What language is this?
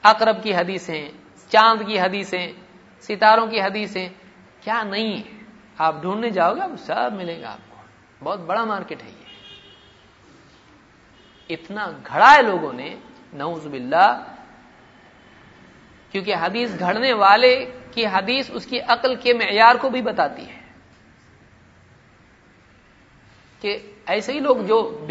Urdu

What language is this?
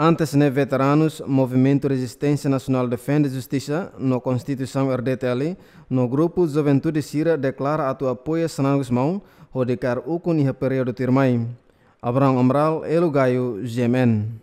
Tetum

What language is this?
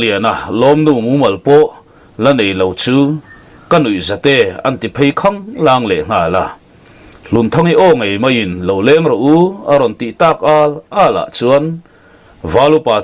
Mizo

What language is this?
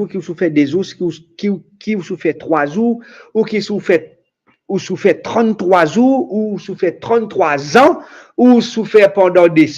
Morisyen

